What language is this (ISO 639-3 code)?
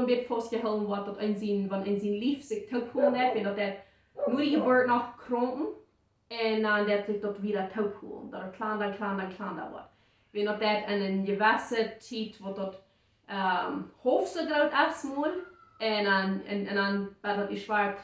pdt